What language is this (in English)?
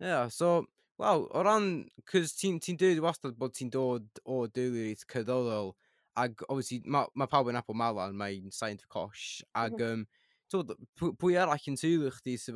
Welsh